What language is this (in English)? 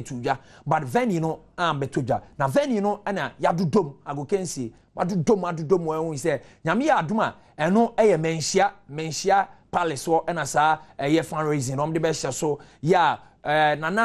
Akan